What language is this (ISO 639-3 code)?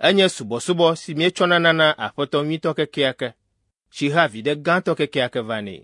ewe